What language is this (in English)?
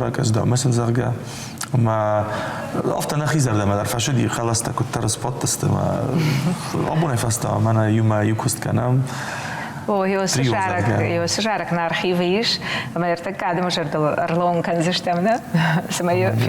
Ossetic